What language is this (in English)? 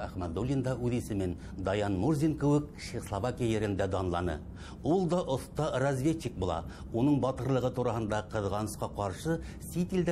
Bashkir